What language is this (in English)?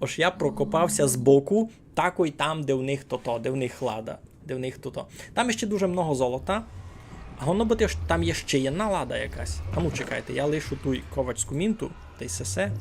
Rusyn